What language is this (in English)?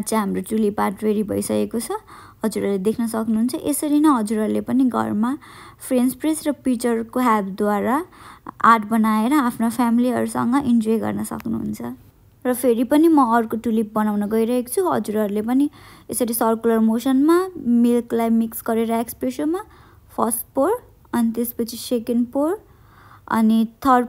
Nepali